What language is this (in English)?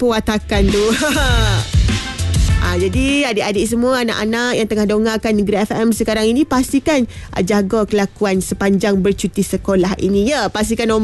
Malay